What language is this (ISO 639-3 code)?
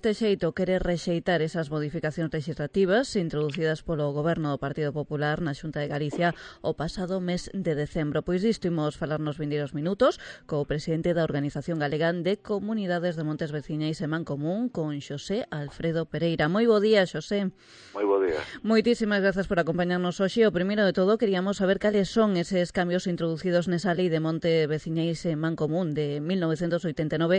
glg